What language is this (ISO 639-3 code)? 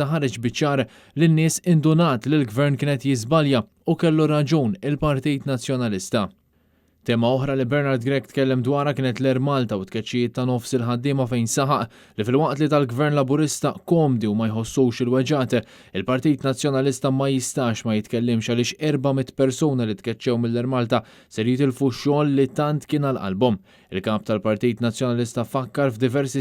mlt